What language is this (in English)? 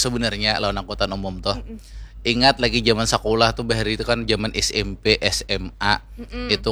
Banjar